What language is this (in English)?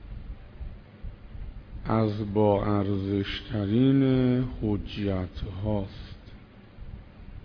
Persian